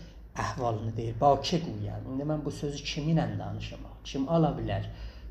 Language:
South Azerbaijani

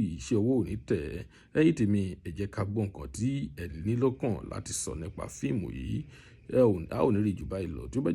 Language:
Yoruba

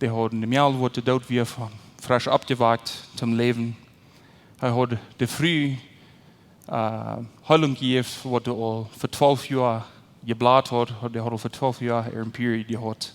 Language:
Plautdietsch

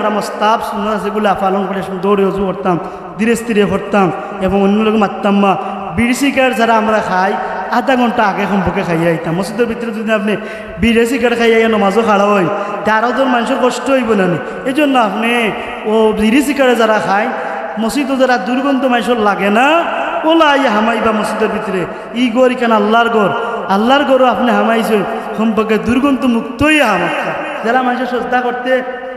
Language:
Sylheti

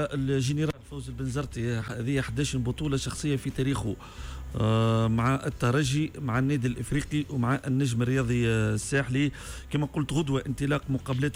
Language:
Tunisian Arabic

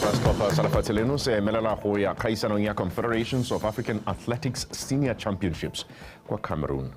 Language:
Tswana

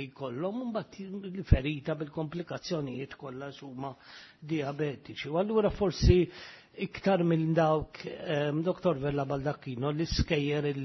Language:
Maltese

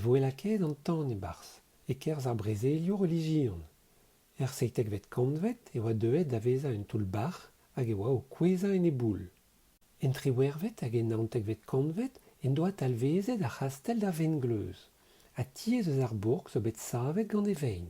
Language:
Breton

